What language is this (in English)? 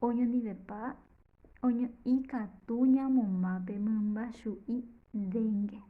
Guarani